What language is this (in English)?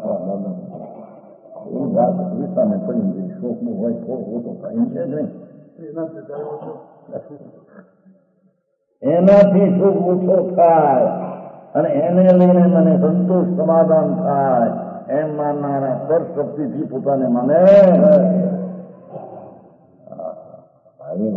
Gujarati